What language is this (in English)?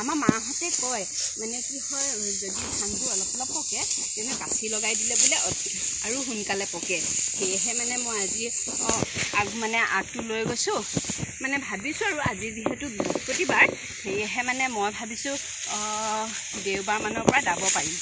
Assamese